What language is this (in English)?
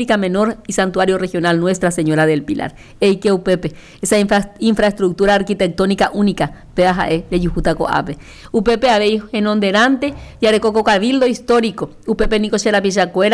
Guarani